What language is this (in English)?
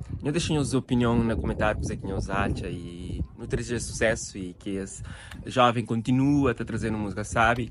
Kabuverdianu